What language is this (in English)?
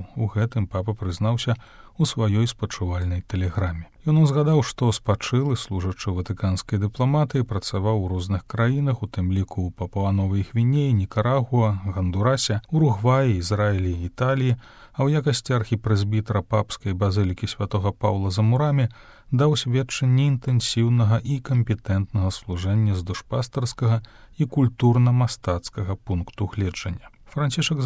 Belarusian